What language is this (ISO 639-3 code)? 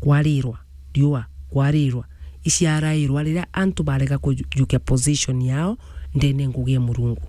mer